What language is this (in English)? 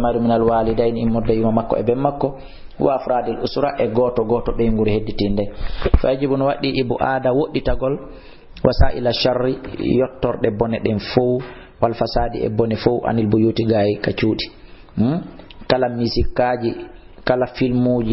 Fula